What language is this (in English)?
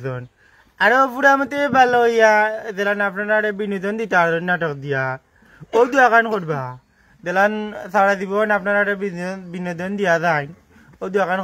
Sylheti